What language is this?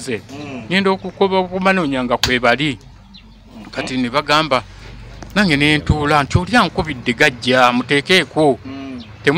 Ganda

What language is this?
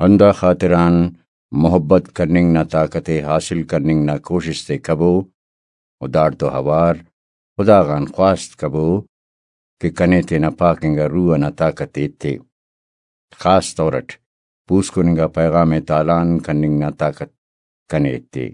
Brahui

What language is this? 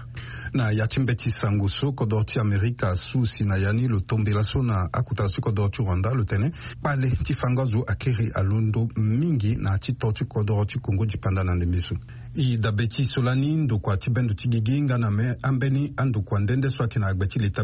Sango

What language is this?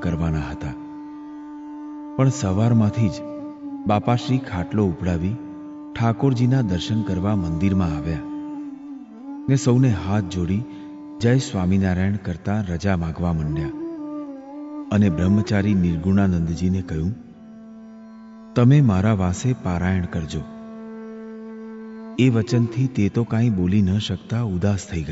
Gujarati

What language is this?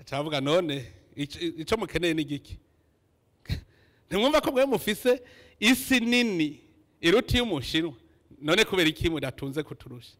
Rundi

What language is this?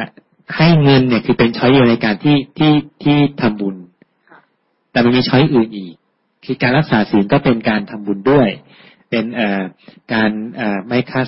Thai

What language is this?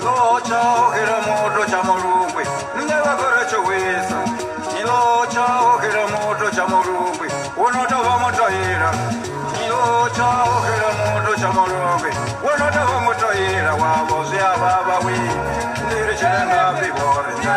Venda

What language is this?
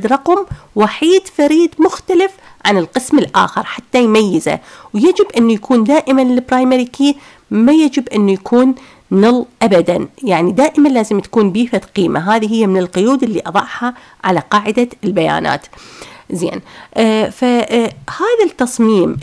Mesopotamian Arabic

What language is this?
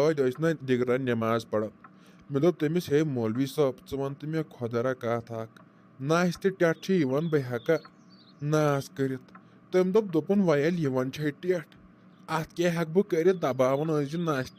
Kashmiri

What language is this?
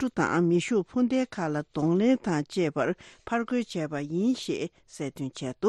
Tibetan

